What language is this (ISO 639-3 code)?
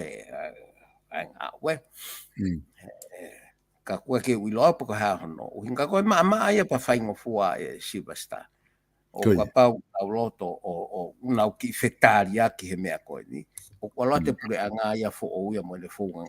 ton